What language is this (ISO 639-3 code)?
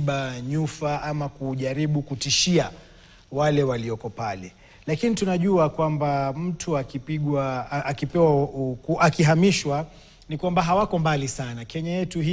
swa